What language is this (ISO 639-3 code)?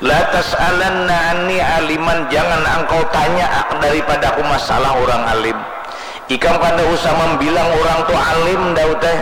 bjn